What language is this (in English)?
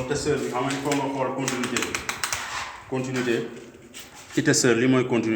Wolof